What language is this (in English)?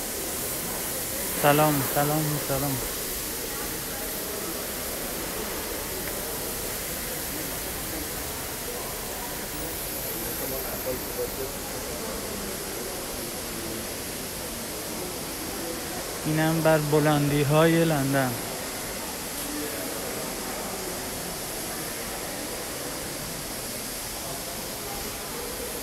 Persian